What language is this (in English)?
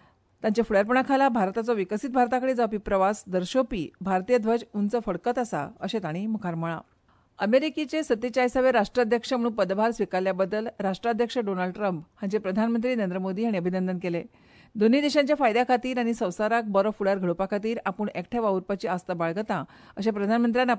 Konkani